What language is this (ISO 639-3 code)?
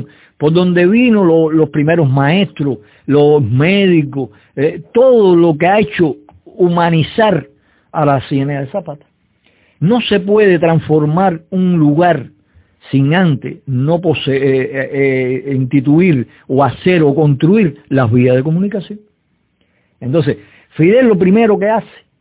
spa